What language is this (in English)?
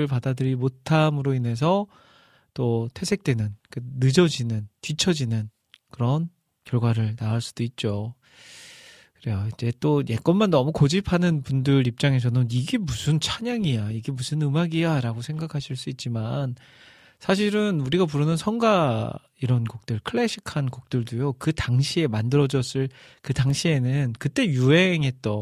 Korean